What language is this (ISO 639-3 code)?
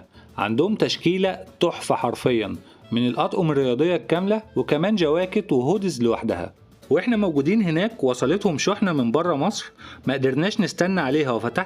arz